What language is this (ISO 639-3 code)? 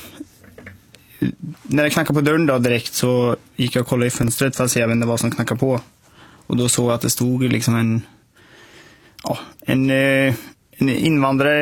swe